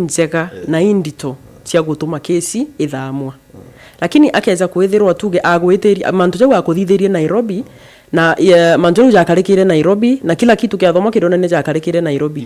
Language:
Meru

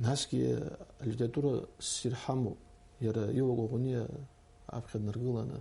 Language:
Abkhazian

